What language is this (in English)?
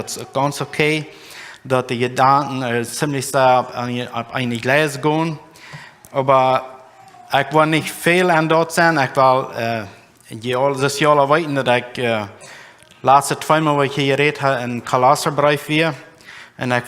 Plautdietsch